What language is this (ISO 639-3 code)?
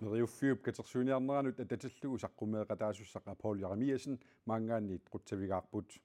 kal